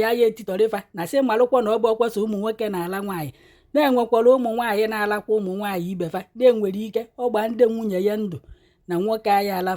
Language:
Igbo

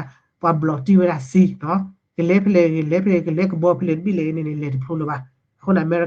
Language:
S'gaw Karen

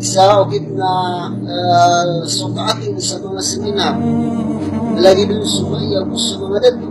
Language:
Maranao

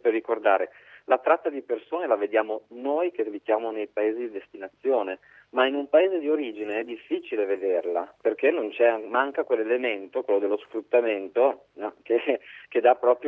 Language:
Italian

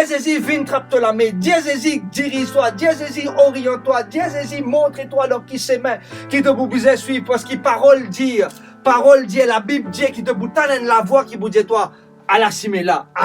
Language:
Morisyen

